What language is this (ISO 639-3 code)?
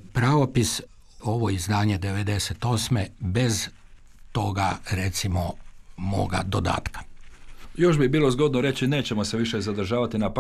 hrv